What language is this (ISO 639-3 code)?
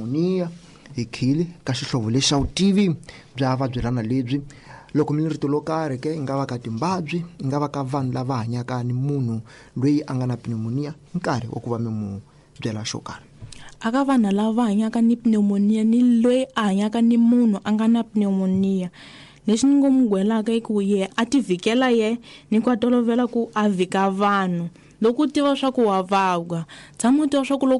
tso